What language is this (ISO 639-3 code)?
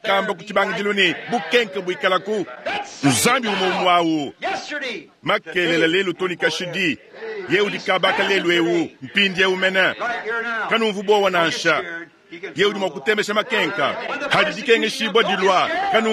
lua